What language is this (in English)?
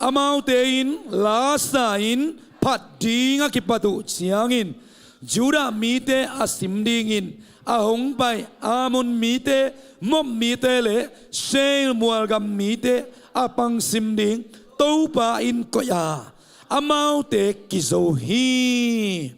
Tedim Chin